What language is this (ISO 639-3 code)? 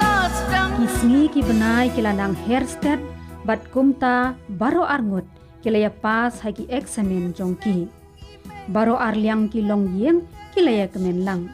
kha